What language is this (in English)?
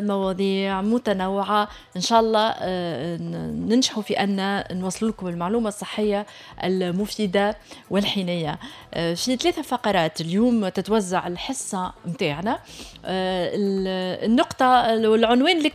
Tunisian Arabic